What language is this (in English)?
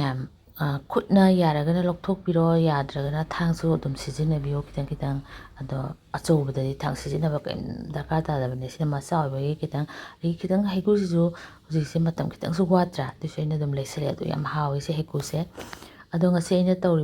Manipuri